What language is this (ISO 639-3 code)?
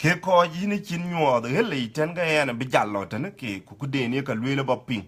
din